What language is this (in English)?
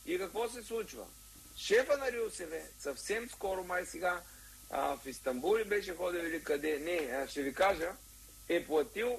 Bulgarian